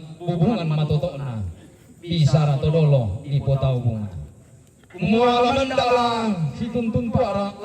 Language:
Toraja-Sa'dan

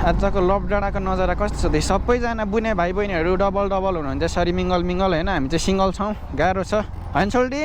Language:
Nepali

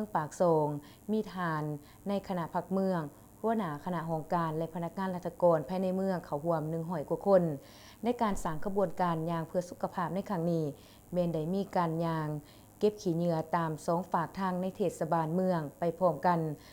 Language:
Lao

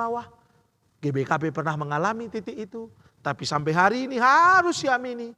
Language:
Batak Karo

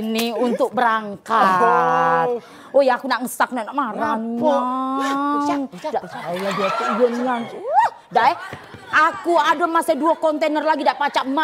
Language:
Musi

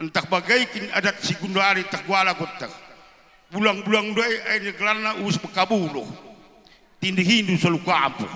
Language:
Batak Karo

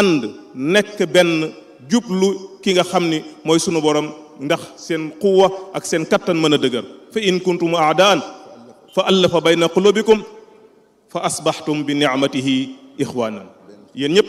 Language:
Wolof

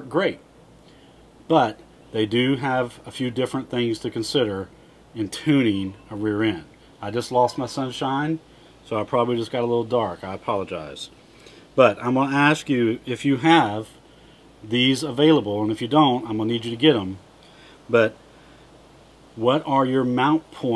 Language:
English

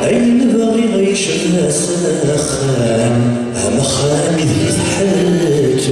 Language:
Kabyle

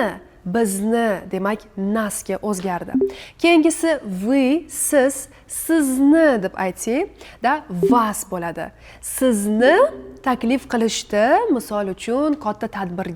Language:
Uzbek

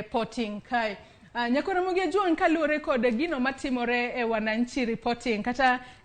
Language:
Luo (Kenya and Tanzania)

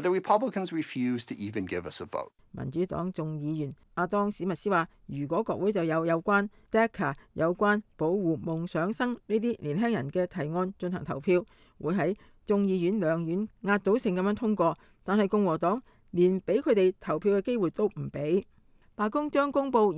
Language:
Cantonese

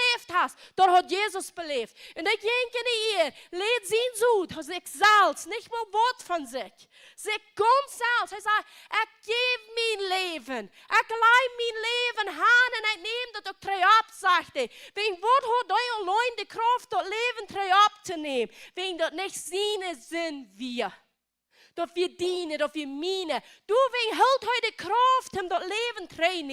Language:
Plautdietsch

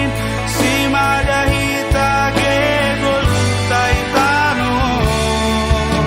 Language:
Batak Simalungun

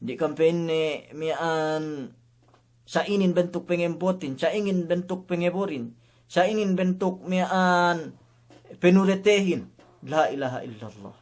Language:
Yakan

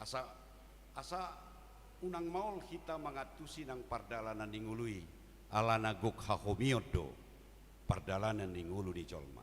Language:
Batak Toba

